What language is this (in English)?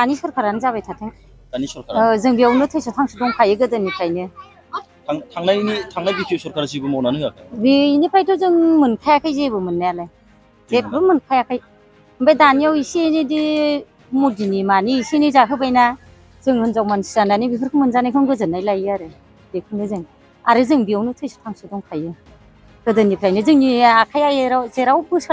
Bodo